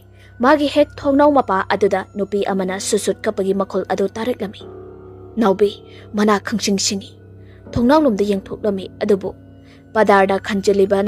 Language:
Manipuri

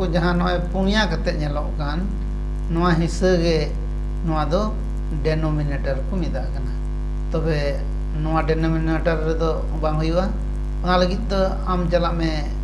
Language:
Santali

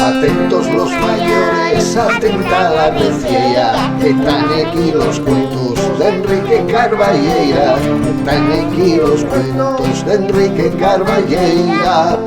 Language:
Asturian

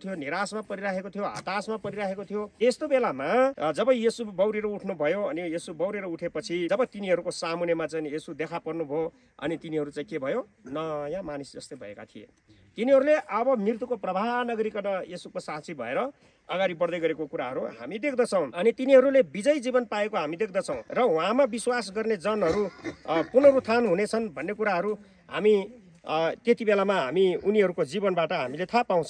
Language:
Nepali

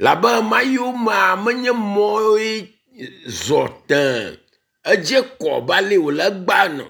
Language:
Ewe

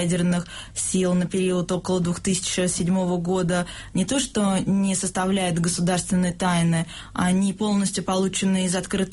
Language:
Russian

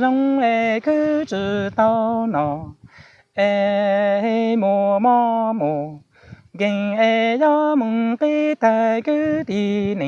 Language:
Hmong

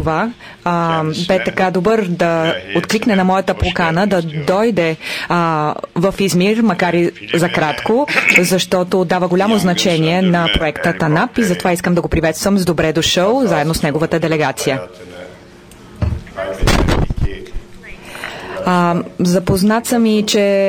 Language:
Bulgarian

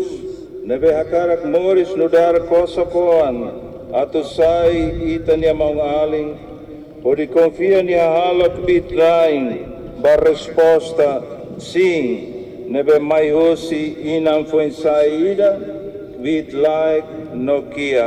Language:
Tetum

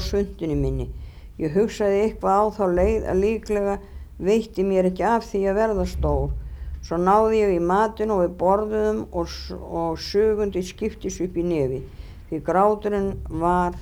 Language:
Icelandic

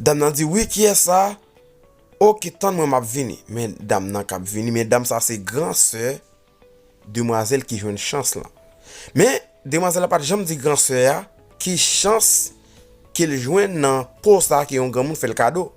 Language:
Haitian Creole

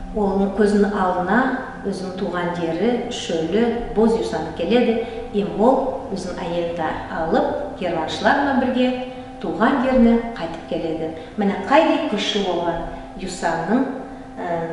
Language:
Nogai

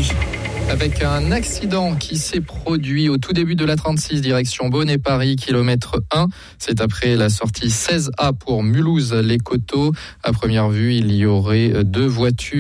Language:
French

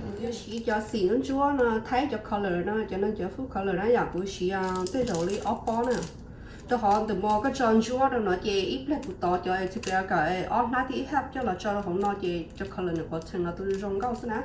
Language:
Hmong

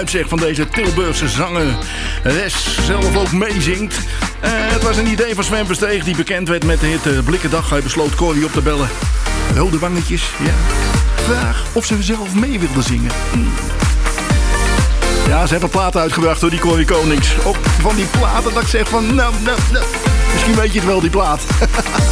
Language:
Dutch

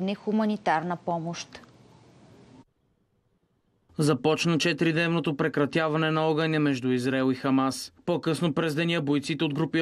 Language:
Bulgarian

